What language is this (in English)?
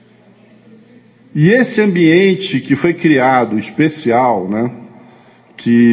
Portuguese